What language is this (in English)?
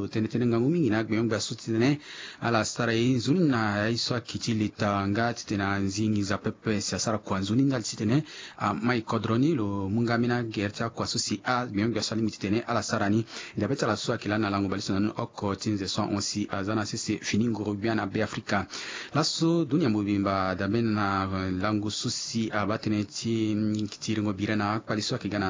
Sango